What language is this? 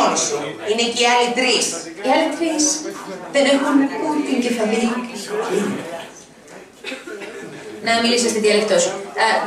Greek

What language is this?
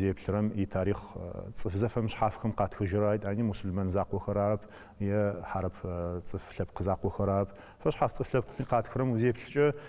Adyghe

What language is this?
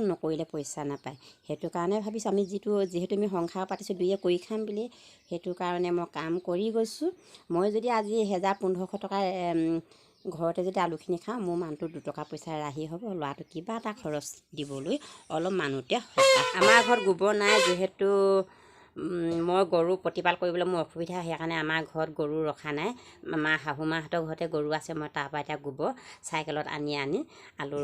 Assamese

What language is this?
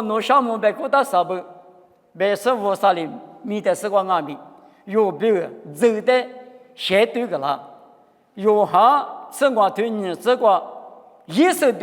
Lisu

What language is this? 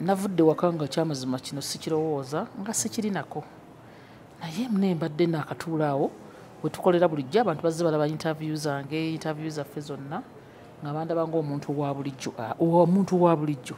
Ganda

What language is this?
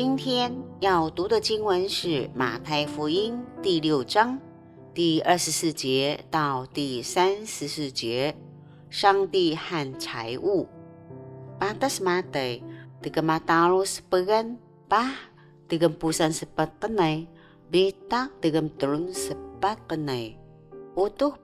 Taroko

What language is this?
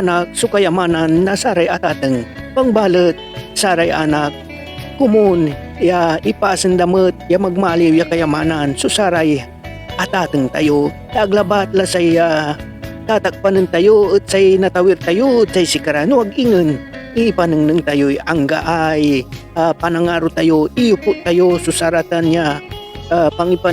Pangasinan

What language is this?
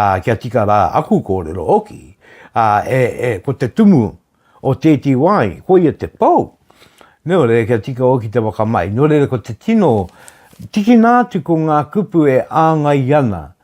Māori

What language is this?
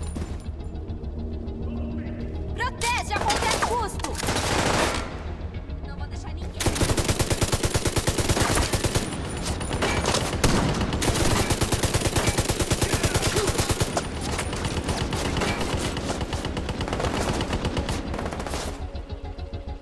Portuguese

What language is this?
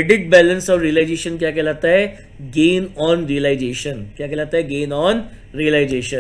Hindi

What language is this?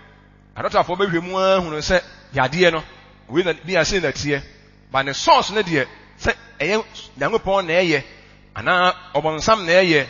Akan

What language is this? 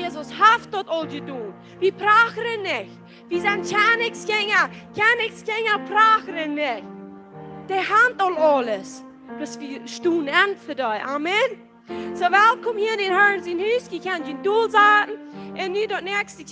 Plautdietsch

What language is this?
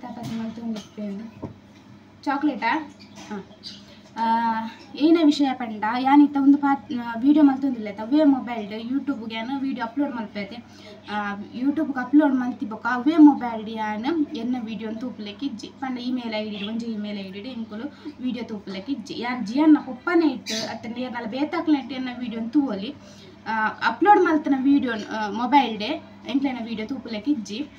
Tulu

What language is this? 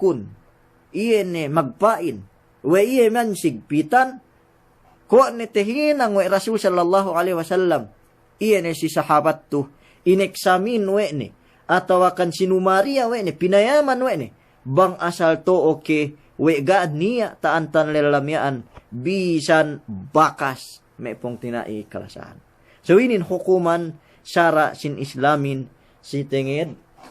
Yakan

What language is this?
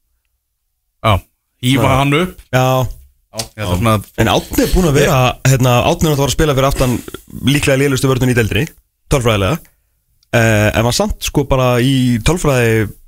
Icelandic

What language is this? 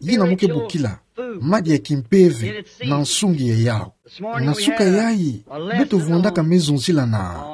Kituba (Democratic Republic of Congo)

